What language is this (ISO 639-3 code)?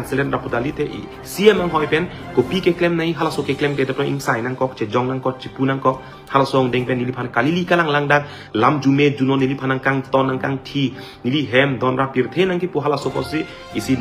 mjw